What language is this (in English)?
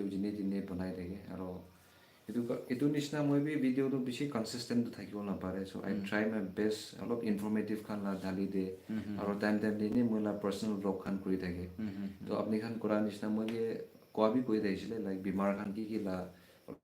Naga Pidgin